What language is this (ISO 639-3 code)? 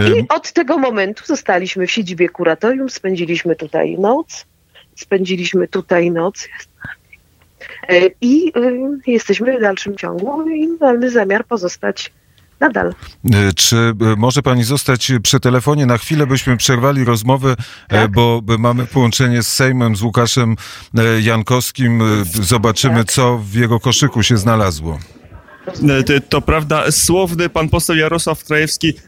pol